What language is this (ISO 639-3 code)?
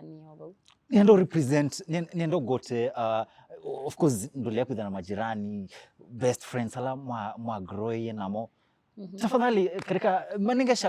kam